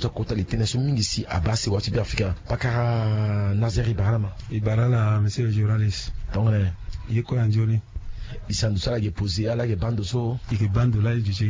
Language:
Sango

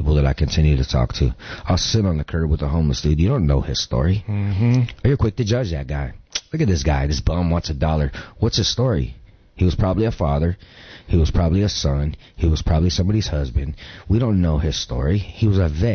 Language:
English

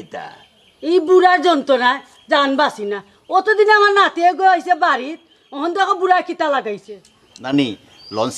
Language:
Sylheti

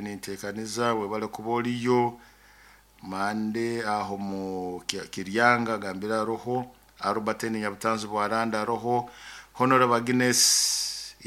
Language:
Nyoro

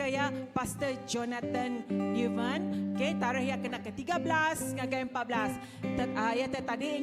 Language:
Iban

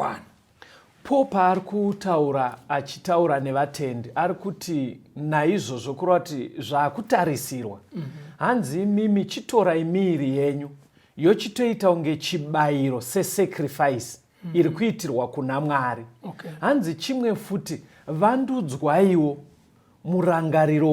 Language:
Shona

